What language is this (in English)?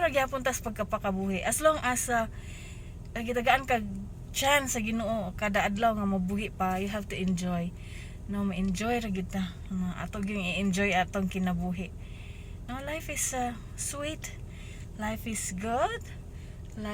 Cebuano